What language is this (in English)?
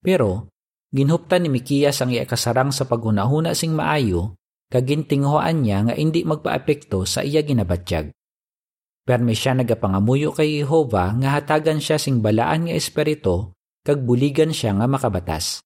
Hiligaynon